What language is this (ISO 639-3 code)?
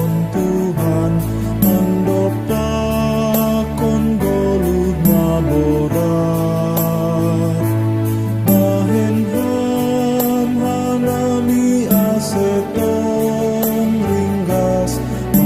bts